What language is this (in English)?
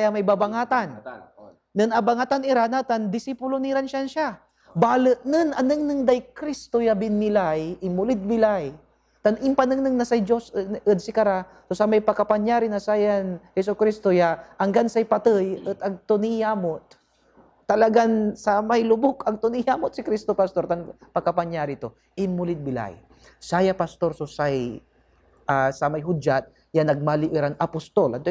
Pangasinan